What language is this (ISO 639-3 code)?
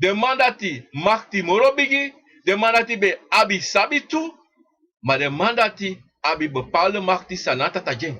srn